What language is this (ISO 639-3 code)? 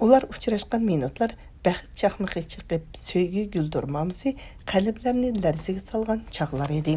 uig